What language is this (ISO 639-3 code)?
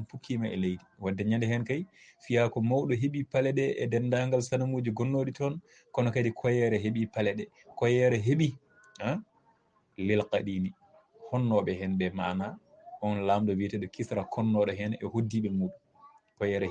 ful